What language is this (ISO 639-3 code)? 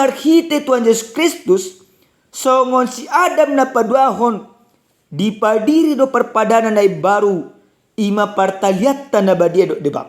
bbc